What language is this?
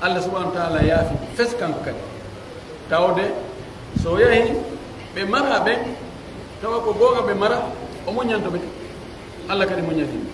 Pular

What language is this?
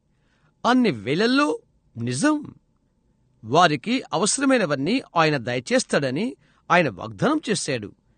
Telugu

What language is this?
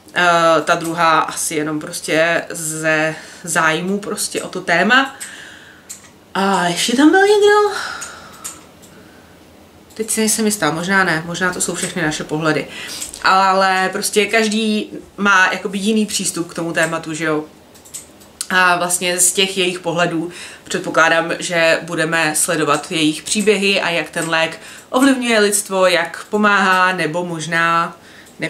Czech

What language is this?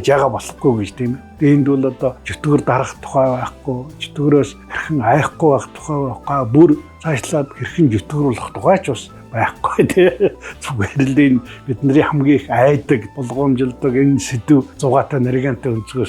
Mongolian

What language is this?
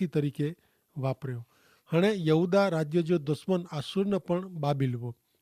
Kachhi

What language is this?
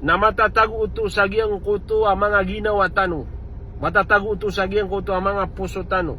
Maranao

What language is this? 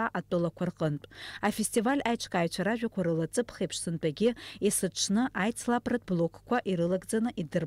Abkhazian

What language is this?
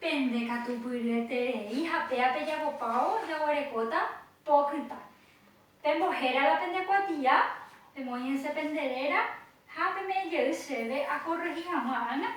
Guarani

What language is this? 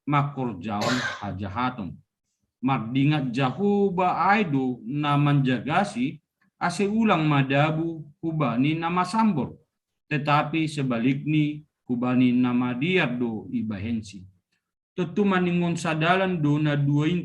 Batak Simalungun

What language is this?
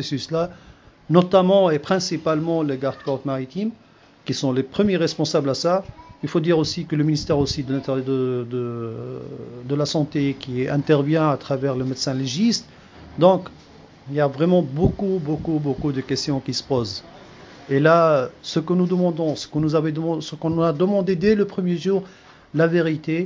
French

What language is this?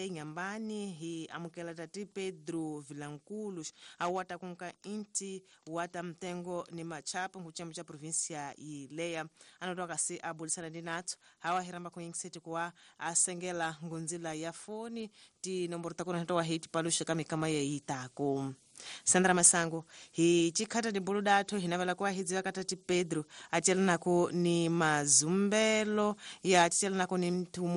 Tsonga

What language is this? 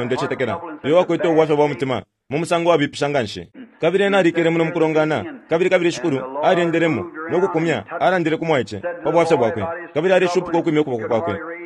Bemba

